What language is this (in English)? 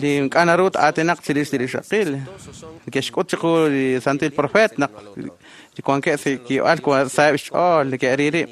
Kekchí